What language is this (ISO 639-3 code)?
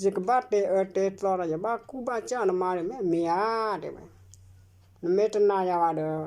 ksw